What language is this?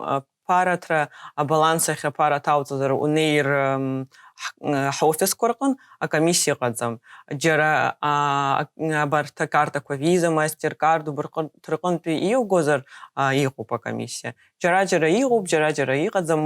Abkhazian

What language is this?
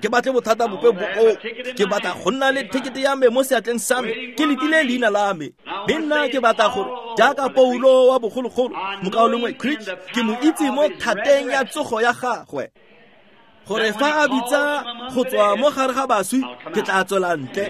Tswana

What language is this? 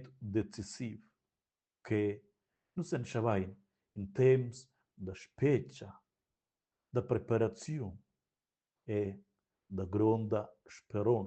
Romansh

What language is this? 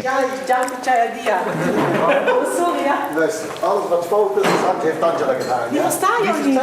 Ambonese Malay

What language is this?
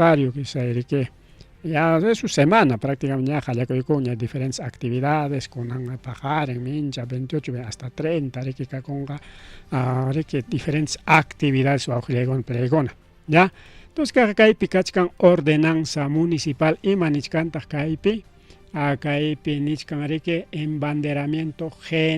Ayacucho Quechua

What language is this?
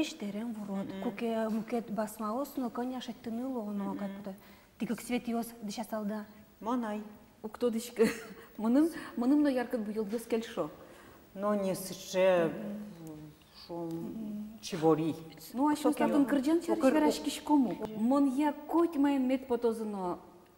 Udmurt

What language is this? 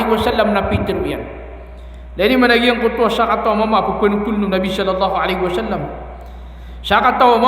Maranao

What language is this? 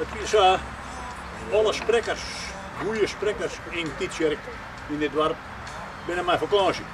Western Frisian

